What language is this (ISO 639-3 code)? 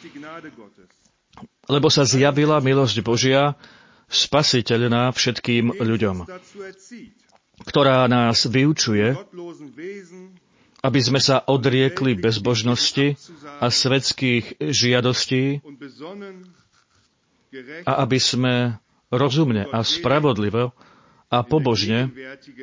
slk